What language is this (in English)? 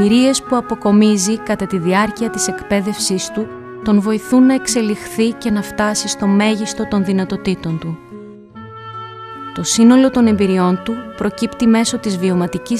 Greek